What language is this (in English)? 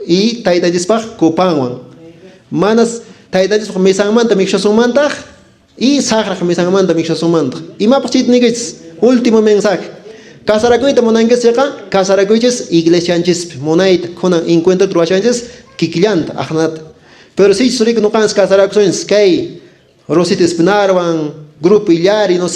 Quechua